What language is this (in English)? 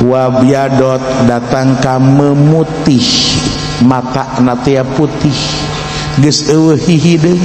Sundanese